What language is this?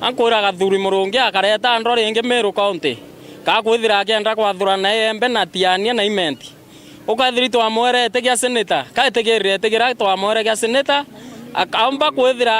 Meru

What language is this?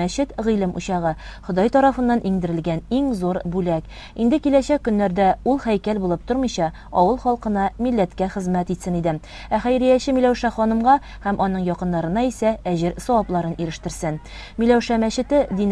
Tatar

